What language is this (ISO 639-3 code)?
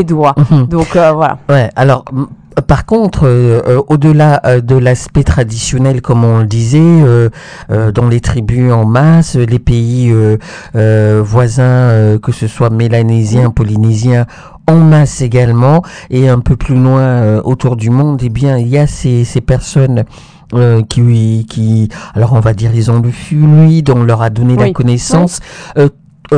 fra